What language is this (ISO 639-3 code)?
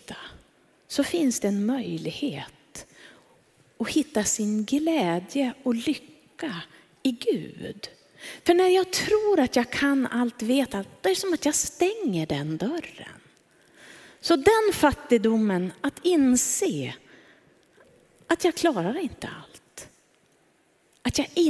swe